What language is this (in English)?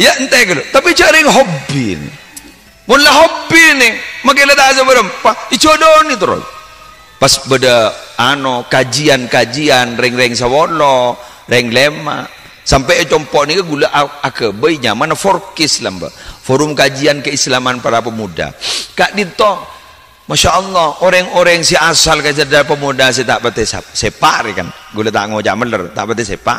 Madurese